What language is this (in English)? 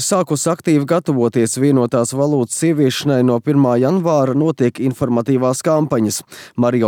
Latvian